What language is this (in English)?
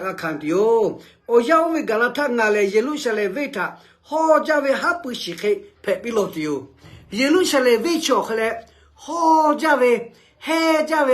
Lahu